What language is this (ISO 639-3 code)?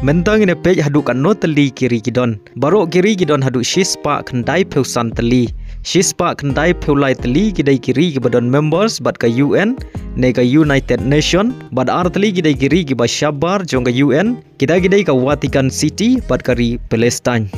kha